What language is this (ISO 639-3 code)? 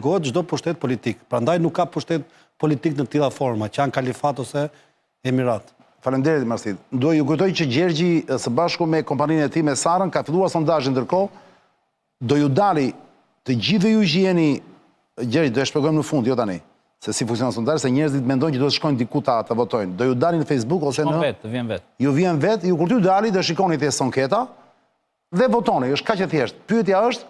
sqi